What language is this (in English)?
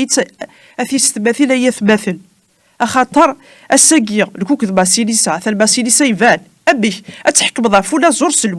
Kabyle